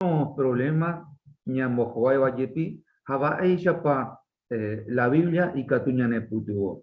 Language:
Guarani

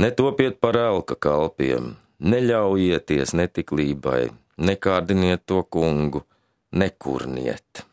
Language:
Latvian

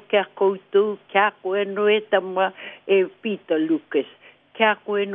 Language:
Māori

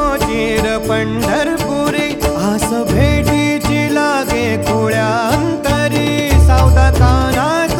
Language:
Marathi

